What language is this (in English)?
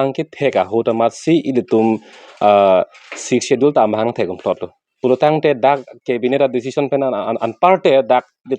Karbi